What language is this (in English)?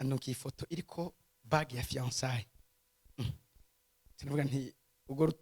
Rundi